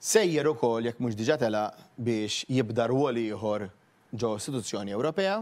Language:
Maltese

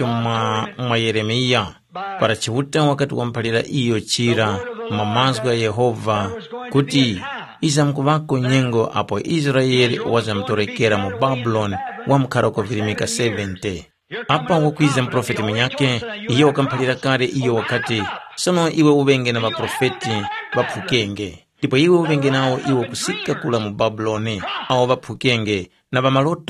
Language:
Tumbuka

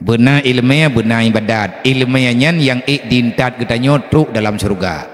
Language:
Achinese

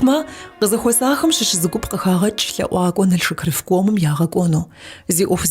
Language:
Kabardian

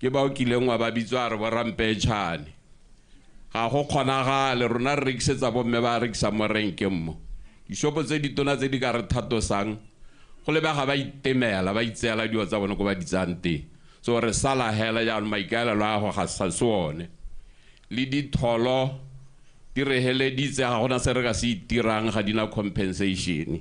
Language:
Tswana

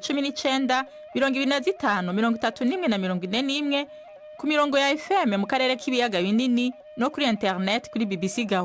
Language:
Rundi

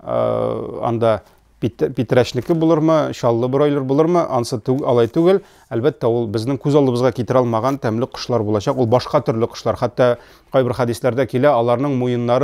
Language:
Tatar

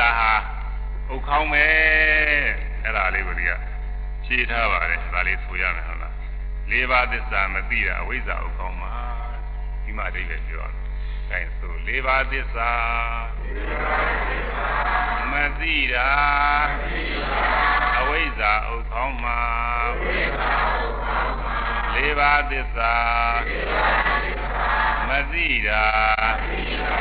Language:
Burmese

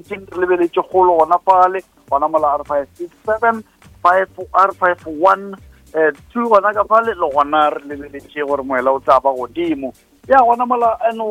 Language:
Northern Sotho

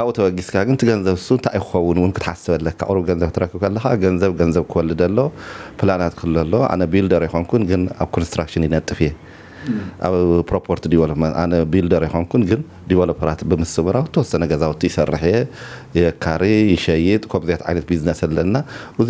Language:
Tigrinya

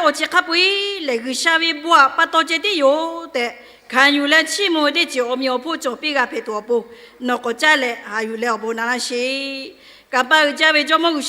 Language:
Lahu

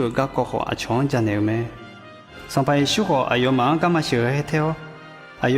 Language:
Akha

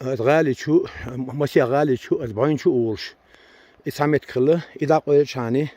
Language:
Chechen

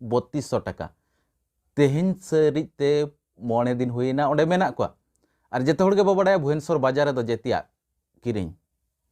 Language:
Santali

